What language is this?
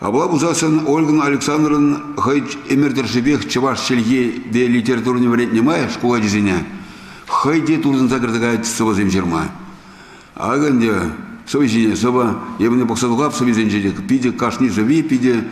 Chuvash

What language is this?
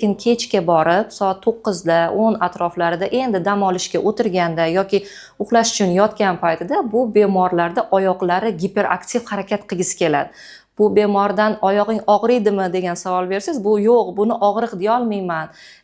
Uzbek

